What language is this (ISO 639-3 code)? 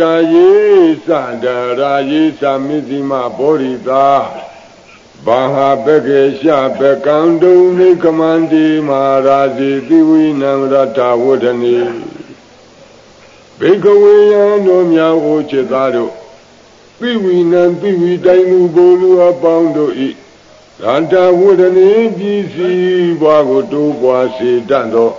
mya